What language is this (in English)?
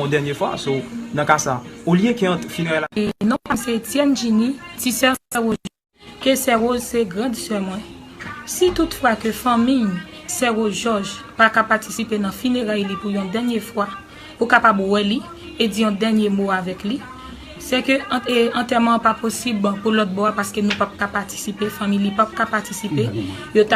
Haitian Creole